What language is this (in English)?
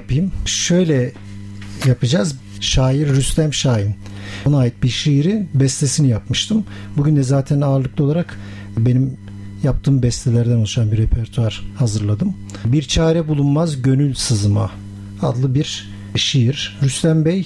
Turkish